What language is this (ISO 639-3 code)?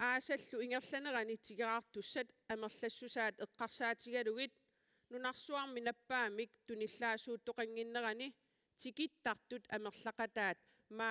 kal